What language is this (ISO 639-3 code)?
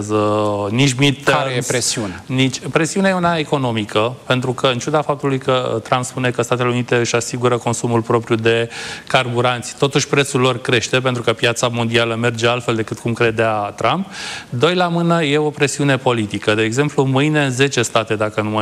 ron